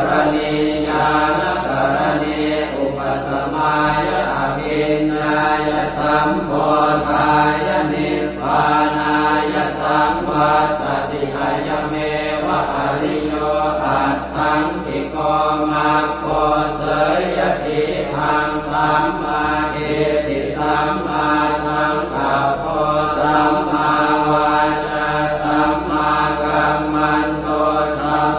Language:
Pali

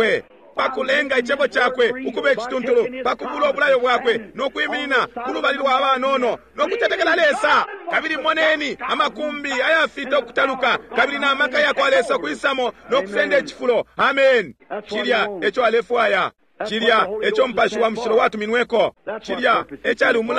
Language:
Bemba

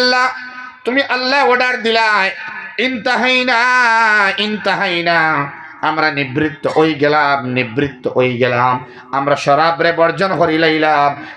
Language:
Sylheti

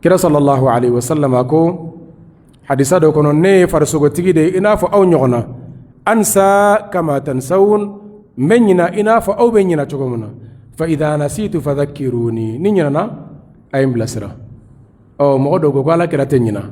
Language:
Bambara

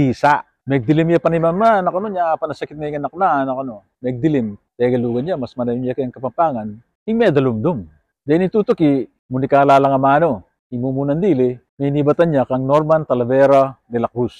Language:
Pampanga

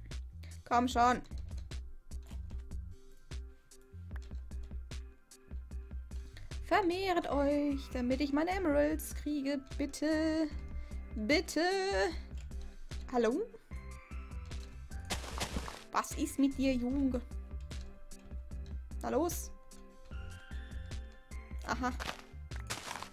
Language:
German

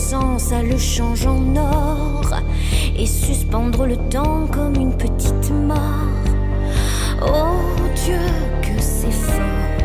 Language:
French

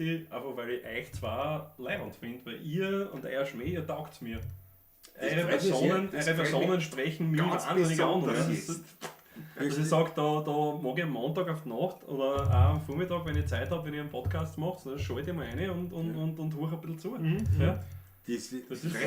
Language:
Bavarian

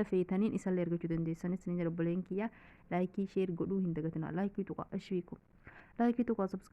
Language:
Oromo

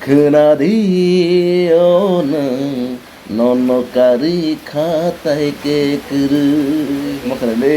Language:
Kok Borok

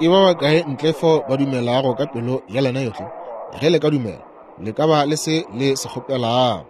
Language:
Northern Sotho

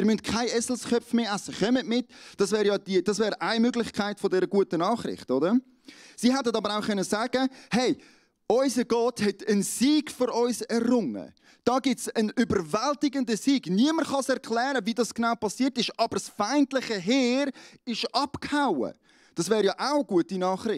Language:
Swiss German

